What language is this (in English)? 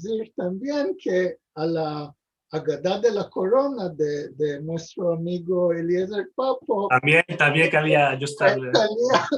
Ladino